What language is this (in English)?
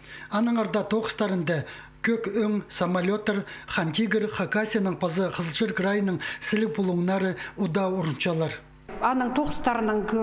Khakas